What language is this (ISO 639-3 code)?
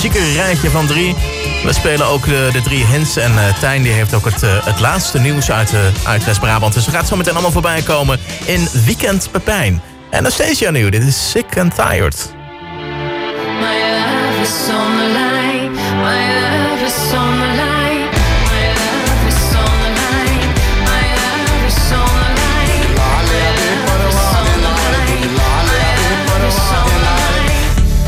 nld